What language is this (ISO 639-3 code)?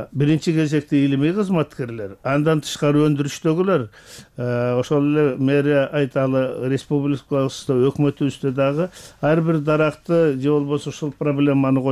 kir